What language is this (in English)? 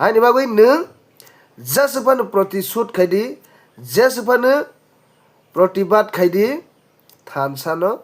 Kok Borok